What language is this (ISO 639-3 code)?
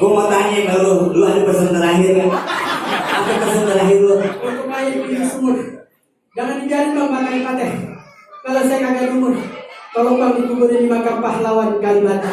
bew